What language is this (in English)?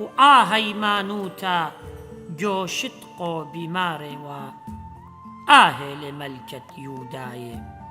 Assyrian Neo-Aramaic